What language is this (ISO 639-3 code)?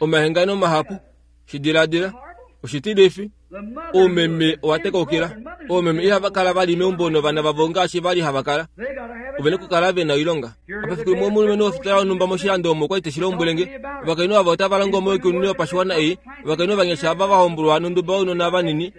kua